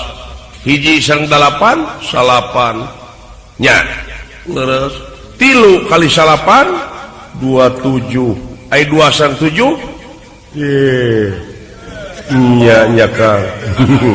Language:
Sundanese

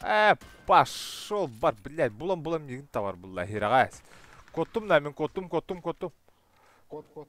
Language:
Yakut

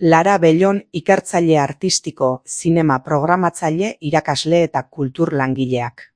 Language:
Basque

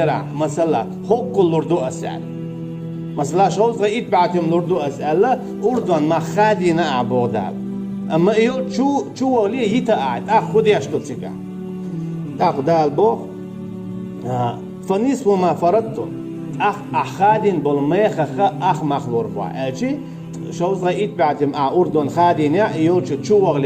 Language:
Chechen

